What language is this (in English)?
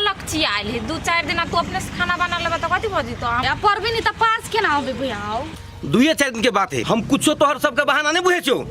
Maithili